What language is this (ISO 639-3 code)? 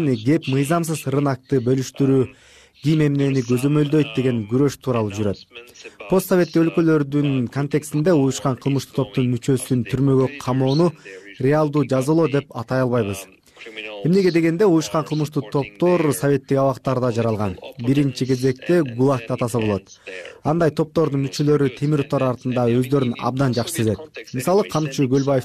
kir